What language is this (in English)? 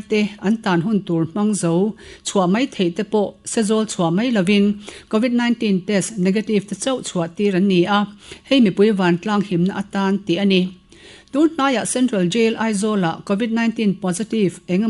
Mizo